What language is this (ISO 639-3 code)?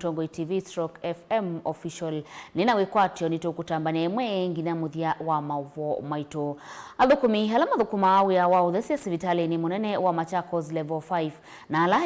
kam